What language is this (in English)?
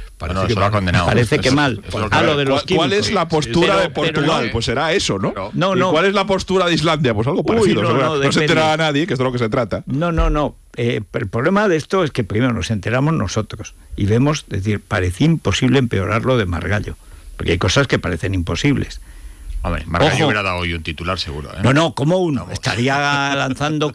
Spanish